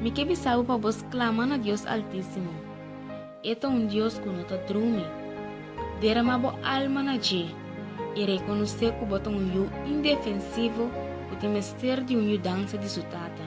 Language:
Papiamento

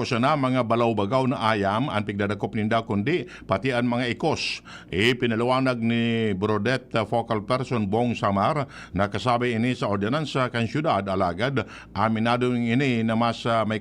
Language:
Bikol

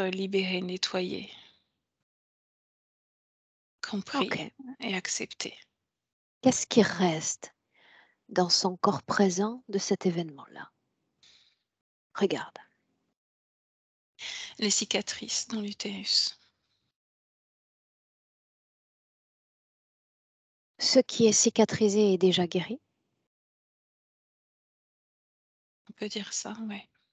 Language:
French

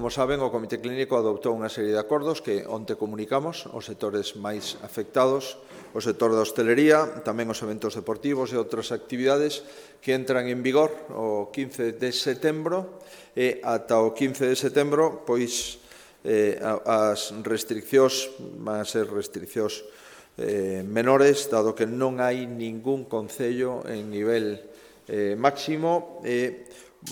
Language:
Galician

